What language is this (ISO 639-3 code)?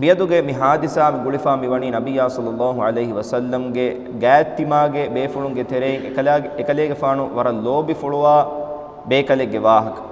div